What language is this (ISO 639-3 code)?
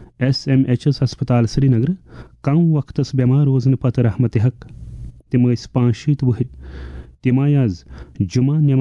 kas